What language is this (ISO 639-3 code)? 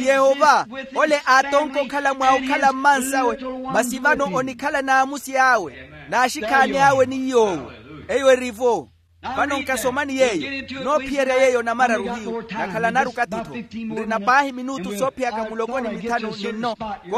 vmw